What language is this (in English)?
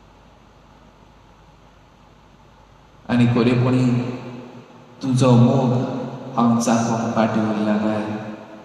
Konkani